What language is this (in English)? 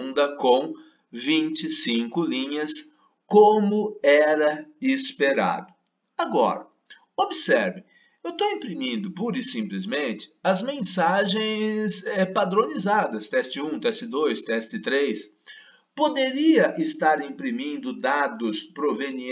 Portuguese